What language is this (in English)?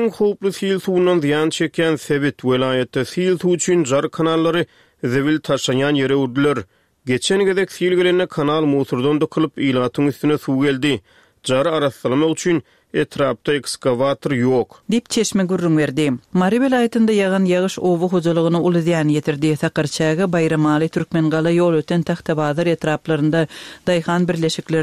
Turkmen